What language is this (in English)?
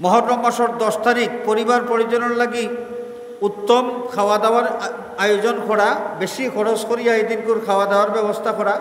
Sylheti